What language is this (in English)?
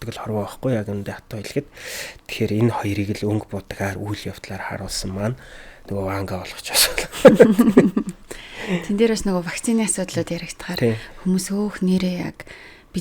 Mongolian